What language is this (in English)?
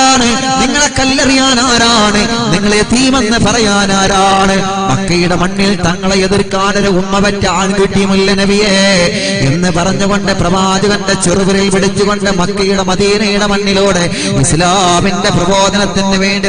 Malayalam